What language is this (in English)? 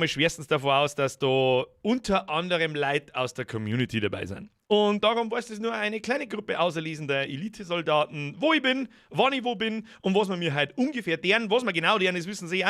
Bavarian